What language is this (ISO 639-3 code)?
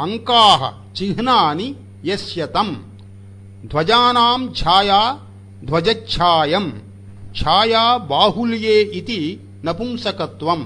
san